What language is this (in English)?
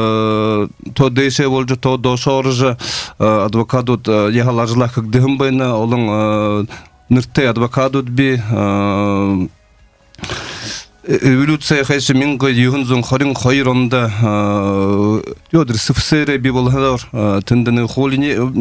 Buriat